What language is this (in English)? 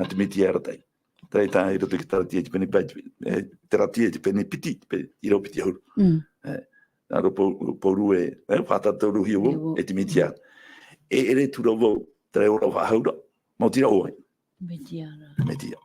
Tahitian